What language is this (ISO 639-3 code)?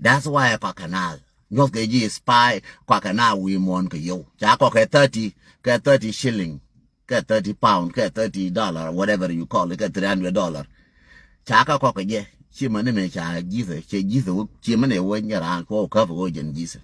nus